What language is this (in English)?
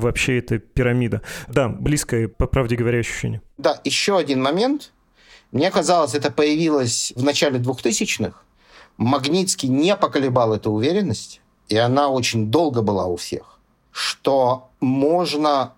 Russian